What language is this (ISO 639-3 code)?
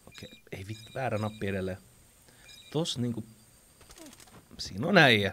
fin